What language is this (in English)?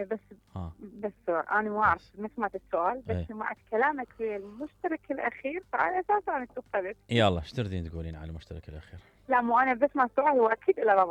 Mesopotamian Arabic